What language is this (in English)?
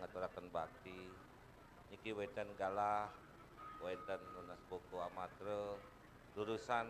Balinese